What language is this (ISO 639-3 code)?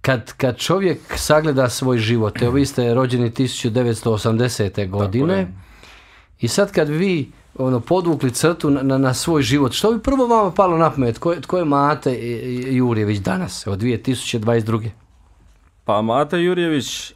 bos